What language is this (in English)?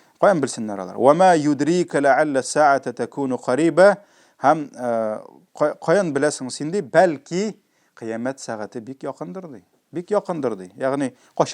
Tatar